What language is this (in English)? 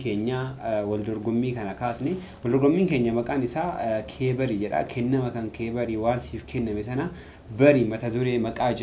Oromo